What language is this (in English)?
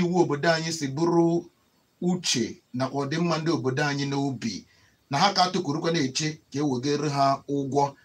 Igbo